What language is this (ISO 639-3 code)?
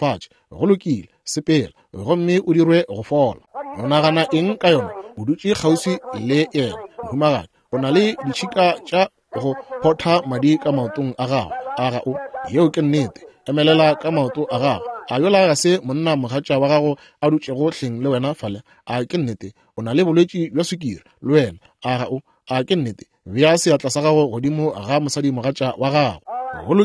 nso